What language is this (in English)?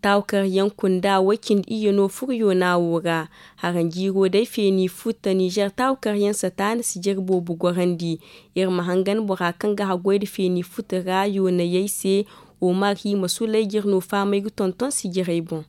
Zarma